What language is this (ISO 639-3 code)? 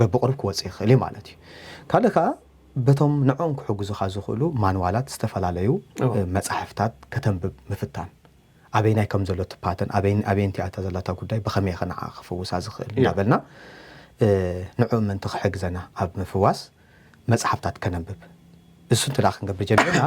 tir